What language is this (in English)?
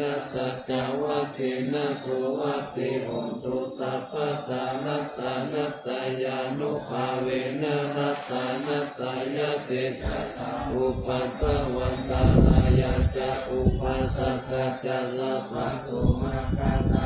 Pali